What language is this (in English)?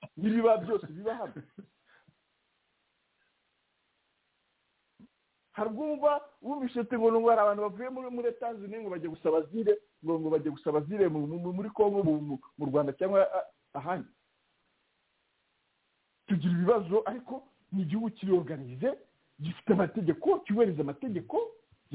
Kinyarwanda